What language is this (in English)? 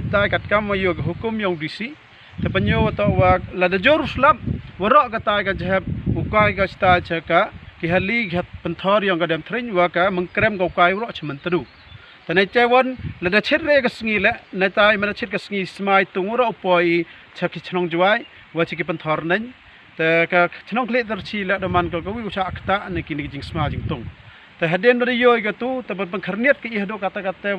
Pnar